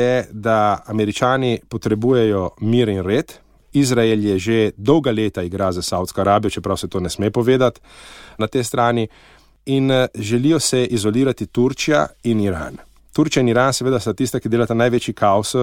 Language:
Slovenian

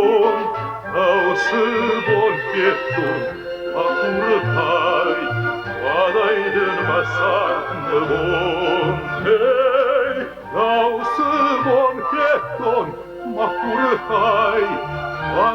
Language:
Ossetic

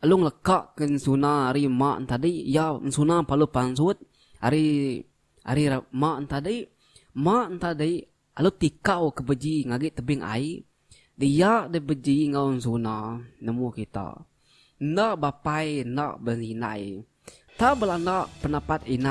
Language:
Iban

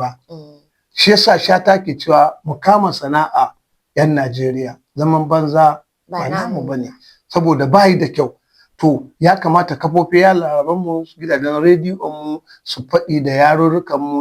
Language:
Hausa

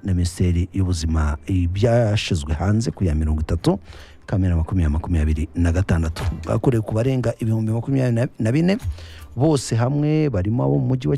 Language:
Kinyarwanda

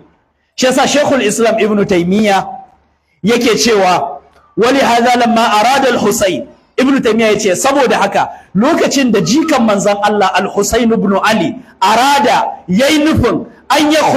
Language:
Hausa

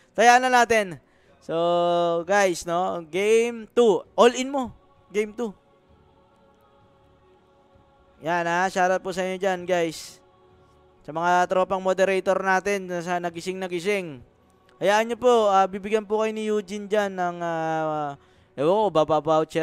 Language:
Filipino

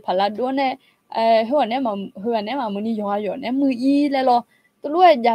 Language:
Akha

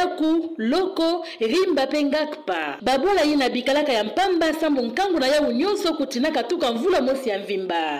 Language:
Kituba (Democratic Republic of Congo)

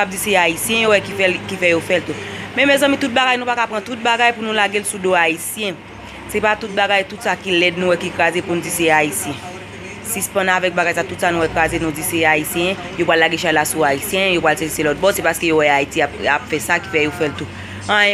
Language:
Haitian Creole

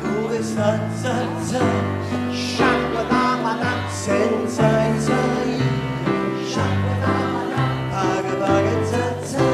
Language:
Neapolitan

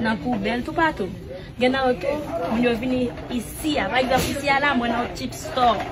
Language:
Haitian Creole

